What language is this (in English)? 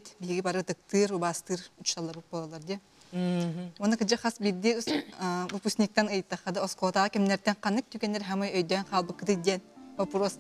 Yakut